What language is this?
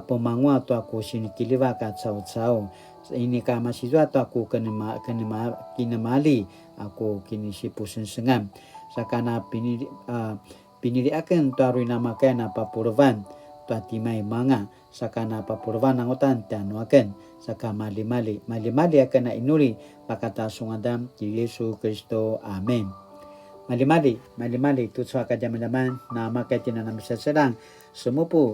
Paiwan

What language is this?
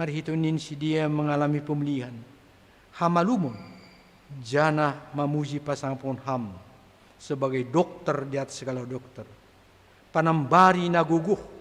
Batak Simalungun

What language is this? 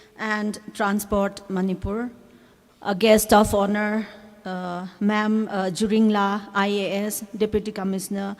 Tangkhul Naga (India)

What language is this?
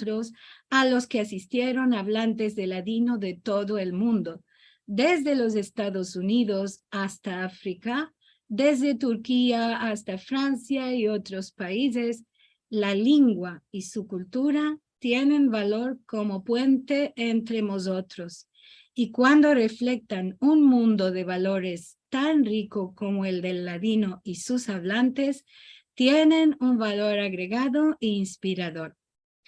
Ladino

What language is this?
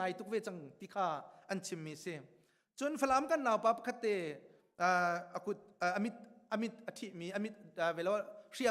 Hakha Chin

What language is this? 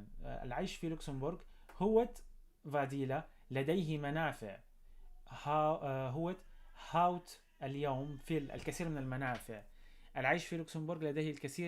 North Levantine Arabic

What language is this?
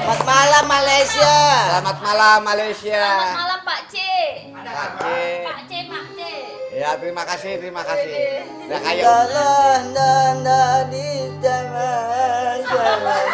Betawi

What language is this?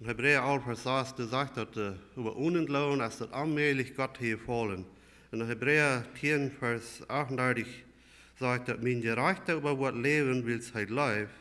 Plautdietsch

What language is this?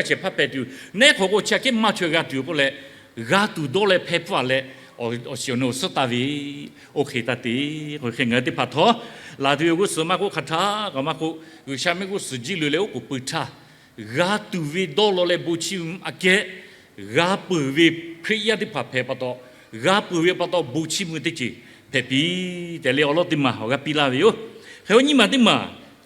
Lahu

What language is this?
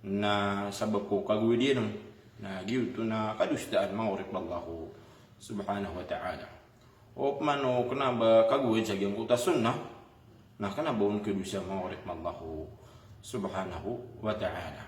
Maranao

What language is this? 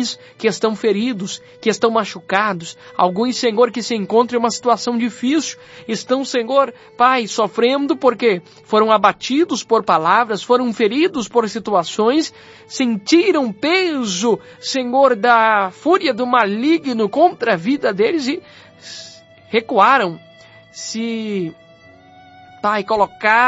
Portuguese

